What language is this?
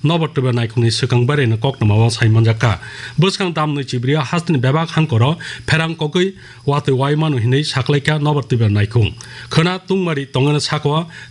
Kok Borok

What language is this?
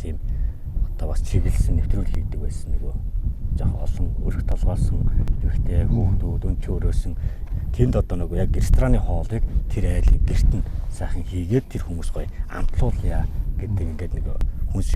Mongolian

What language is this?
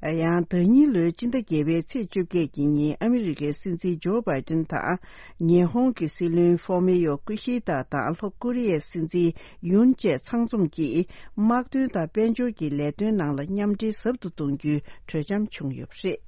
Tibetan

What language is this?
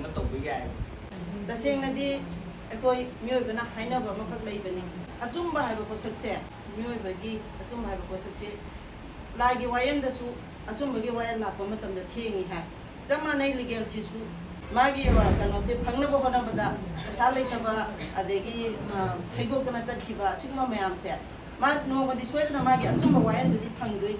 Manipuri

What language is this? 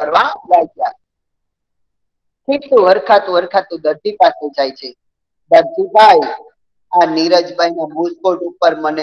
Gujarati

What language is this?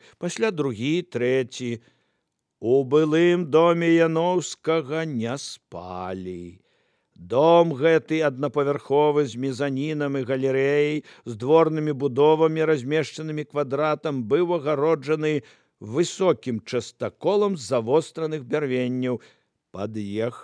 Belarusian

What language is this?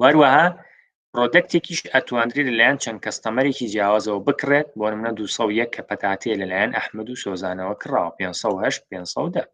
Central Kurdish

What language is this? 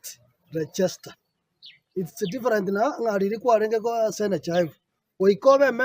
Gusii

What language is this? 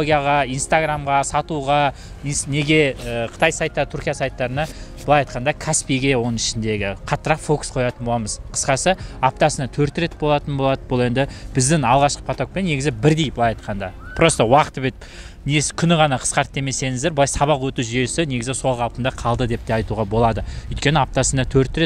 Kazakh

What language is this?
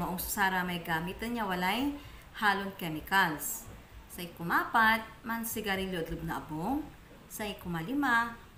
Pangasinan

